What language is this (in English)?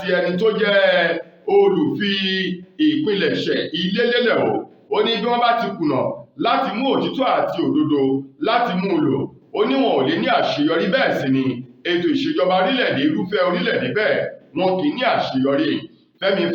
Yoruba